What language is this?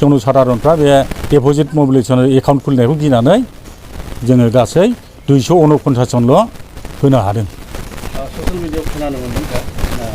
Bodo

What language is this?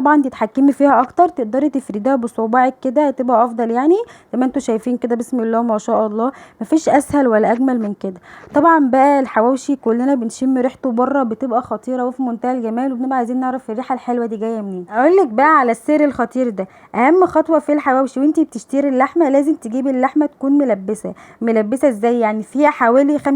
Egyptian Arabic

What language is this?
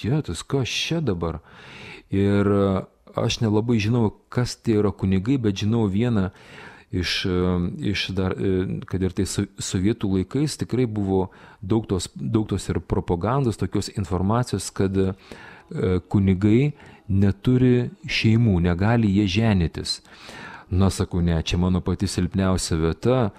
Lithuanian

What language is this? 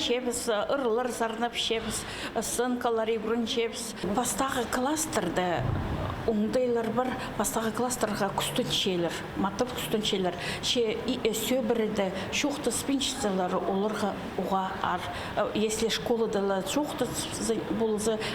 Khakas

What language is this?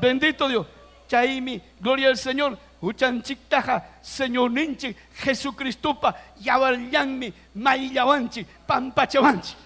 Ayacucho Quechua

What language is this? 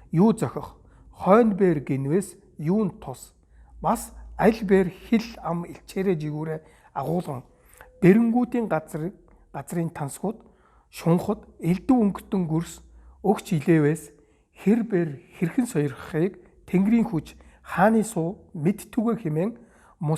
Mongolian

